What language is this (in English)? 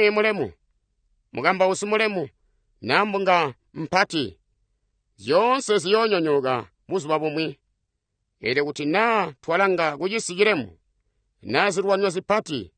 Tonga (Zambia)